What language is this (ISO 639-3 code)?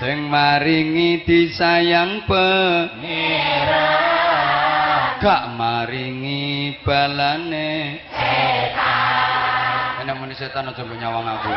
jav